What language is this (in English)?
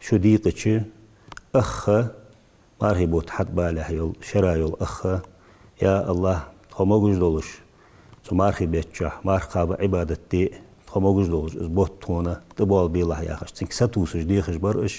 Ingush